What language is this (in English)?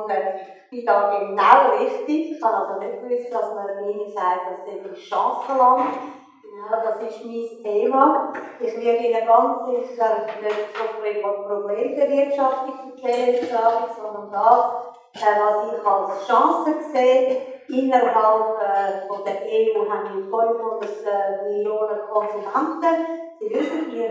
German